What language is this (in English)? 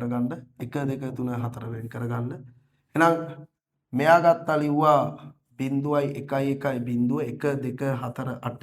Sinhala